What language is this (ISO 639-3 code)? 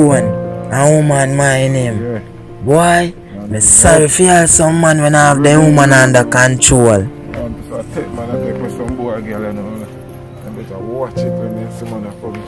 jam